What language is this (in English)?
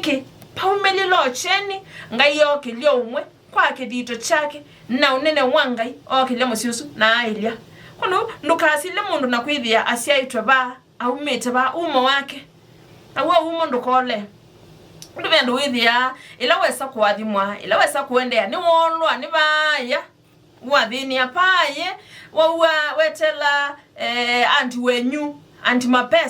Kamba